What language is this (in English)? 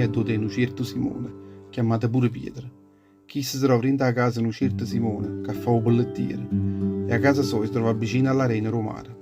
Neapolitan